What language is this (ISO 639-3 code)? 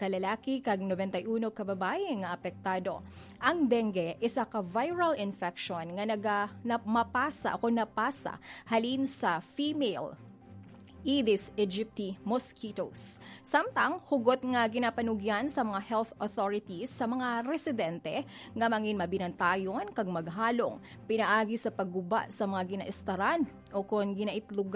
hil